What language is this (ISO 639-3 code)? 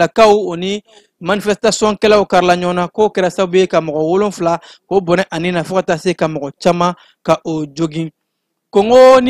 bam